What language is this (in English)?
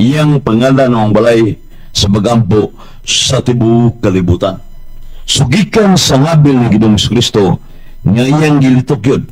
Cebuano